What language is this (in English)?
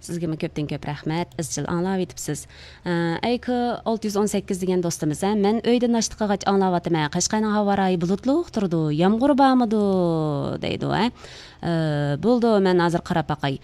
Uyghur